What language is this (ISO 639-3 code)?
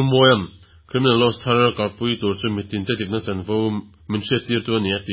lus